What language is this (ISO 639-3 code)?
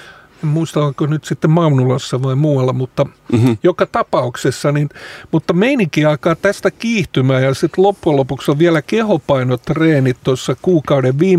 fin